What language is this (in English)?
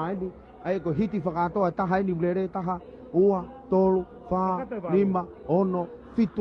Tongan